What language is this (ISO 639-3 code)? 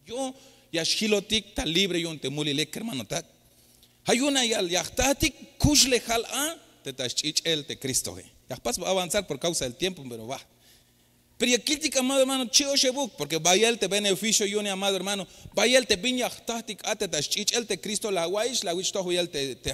tzh